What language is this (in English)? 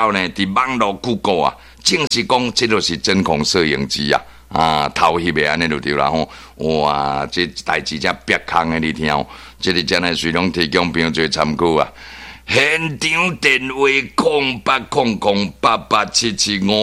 Min Nan Chinese